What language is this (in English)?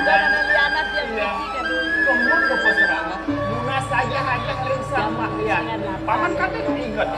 Balinese